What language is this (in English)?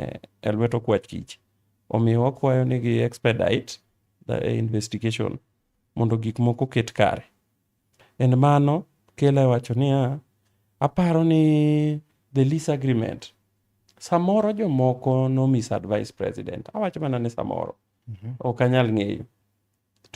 Luo (Kenya and Tanzania)